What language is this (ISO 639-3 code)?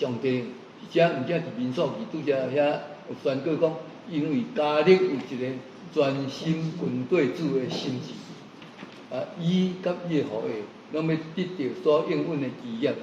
nan